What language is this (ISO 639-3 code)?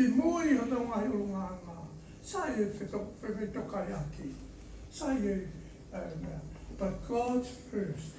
ton